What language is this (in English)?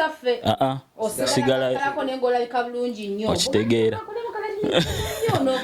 Ganda